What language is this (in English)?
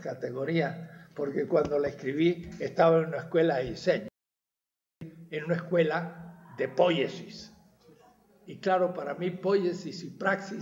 Spanish